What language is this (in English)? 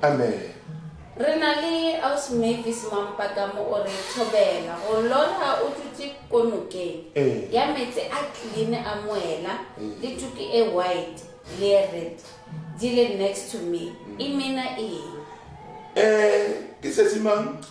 Northern Sotho